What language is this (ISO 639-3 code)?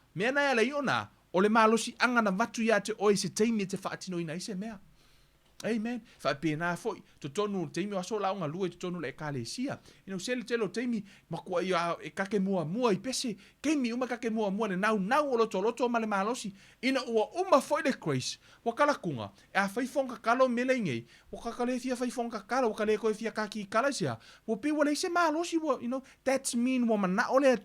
smo